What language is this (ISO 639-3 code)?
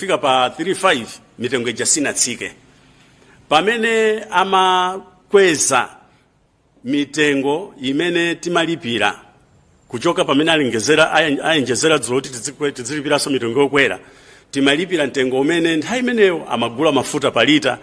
nya